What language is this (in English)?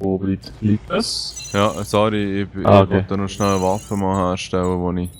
Swiss German